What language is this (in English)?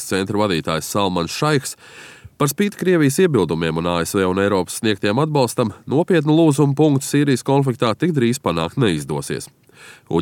Latvian